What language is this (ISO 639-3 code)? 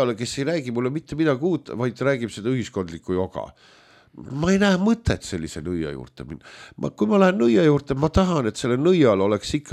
est